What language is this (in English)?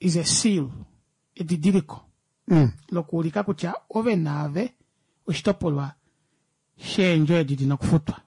Kuanyama